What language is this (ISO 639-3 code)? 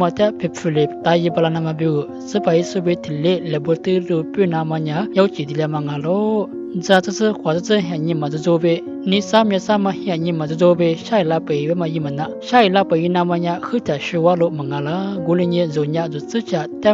lis